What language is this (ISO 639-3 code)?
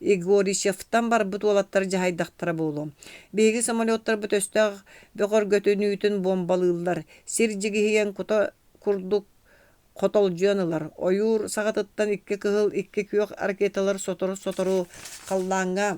sah